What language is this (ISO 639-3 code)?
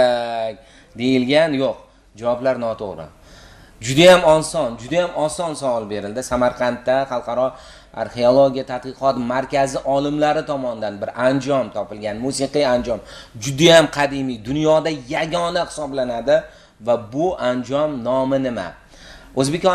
uzb